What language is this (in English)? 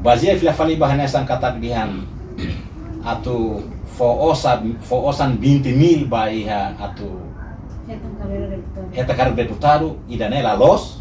Tetum